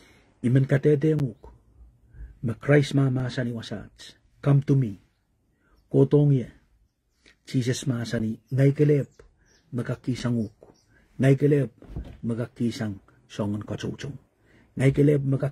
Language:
Pohnpeian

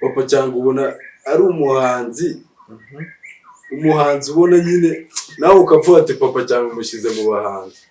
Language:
Kinyarwanda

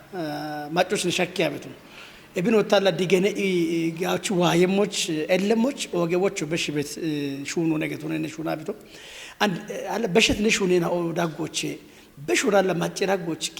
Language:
Kafa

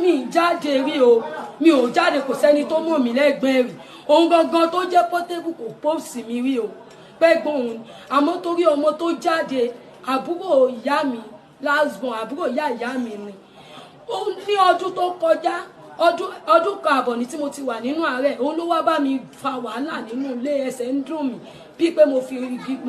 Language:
Yoruba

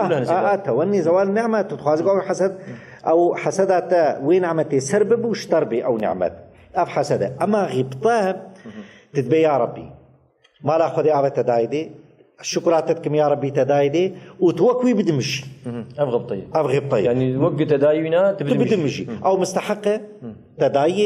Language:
Kurdish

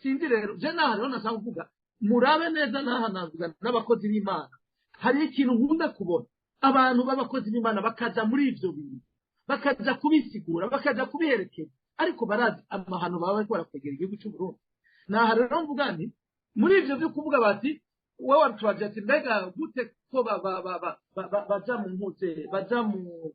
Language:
Rundi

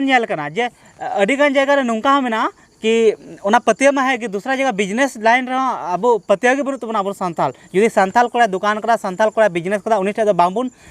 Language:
Santali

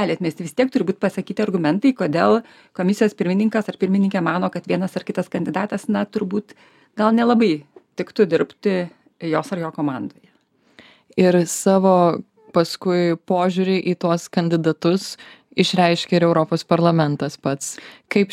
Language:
Lithuanian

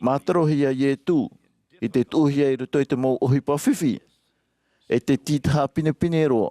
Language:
Tahitian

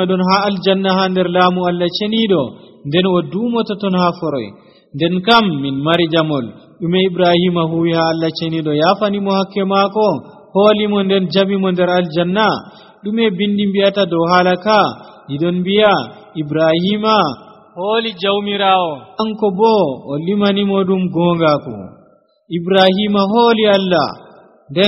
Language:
Nigerian Fulfulde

